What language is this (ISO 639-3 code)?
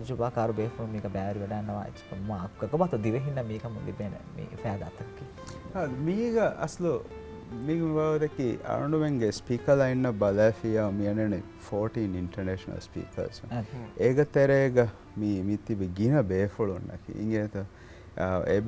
div